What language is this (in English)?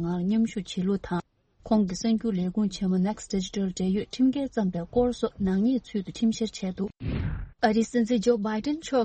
Tibetan